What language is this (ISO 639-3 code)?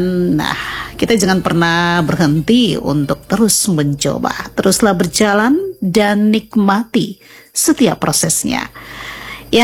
ind